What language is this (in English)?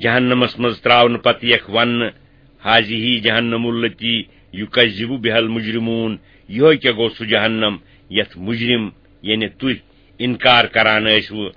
Kashmiri